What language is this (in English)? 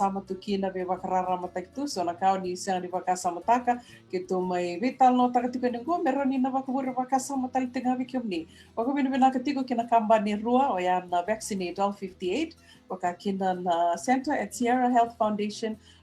Fijian